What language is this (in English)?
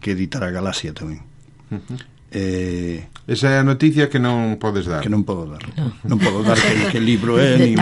Galician